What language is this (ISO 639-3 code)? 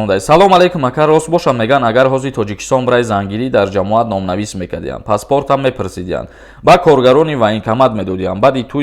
tgk